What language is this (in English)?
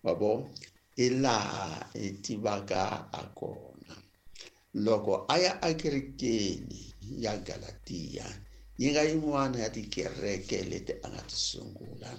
Tsonga